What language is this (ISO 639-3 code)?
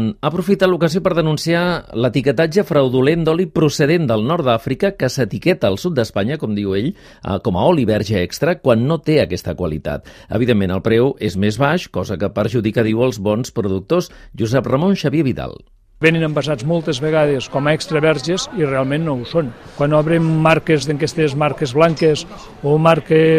cat